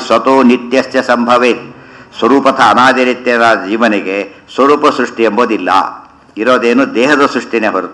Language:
Kannada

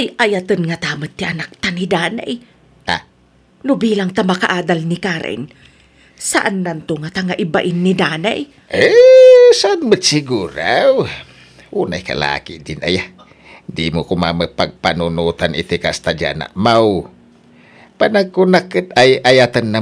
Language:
Iloko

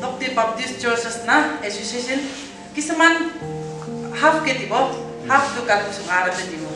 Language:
Naga Pidgin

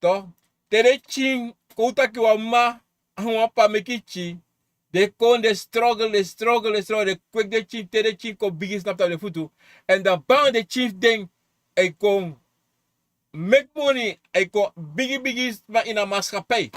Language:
Sranan Tongo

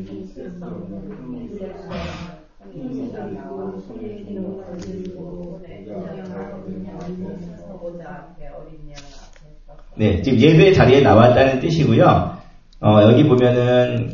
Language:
Korean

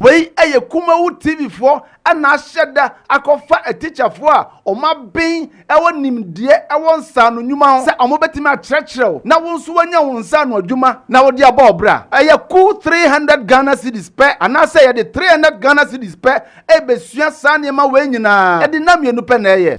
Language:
Akan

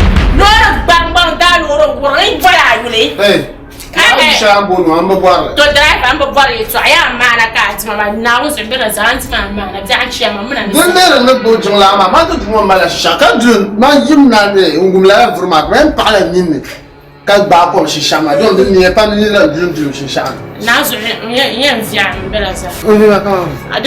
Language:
Dagbani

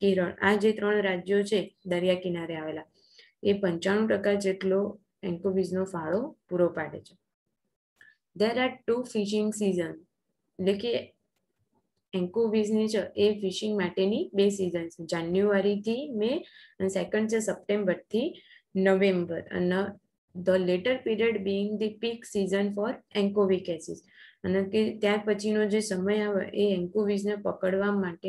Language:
Gujarati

